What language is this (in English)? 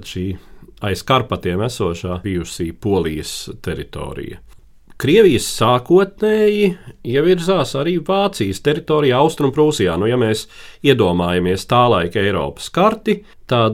Latvian